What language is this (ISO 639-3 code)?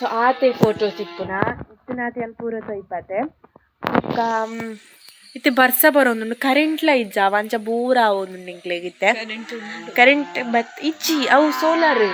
tcy